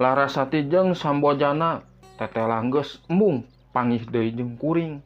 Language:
Sundanese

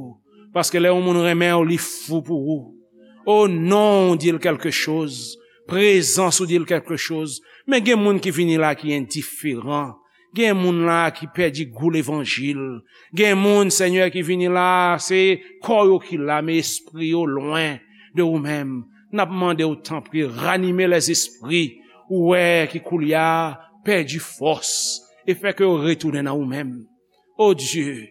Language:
Haitian Creole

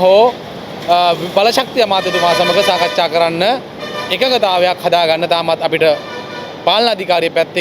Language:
Sinhala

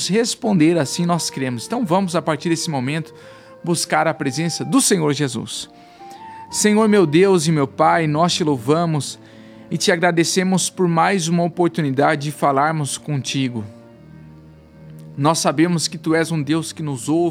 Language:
Portuguese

